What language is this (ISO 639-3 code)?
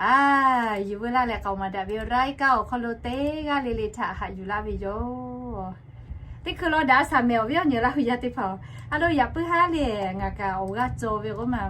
lhu